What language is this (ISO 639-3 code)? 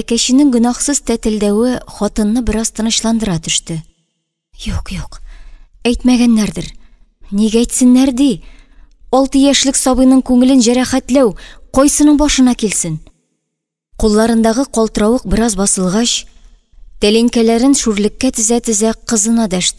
tat